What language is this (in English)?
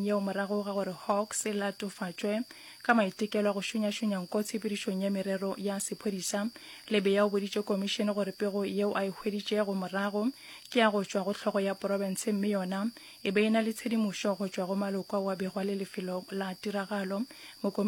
Northern Sotho